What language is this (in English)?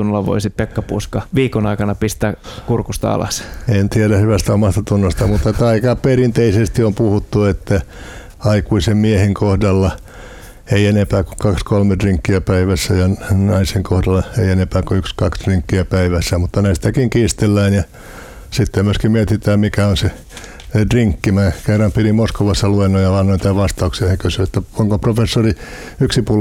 Finnish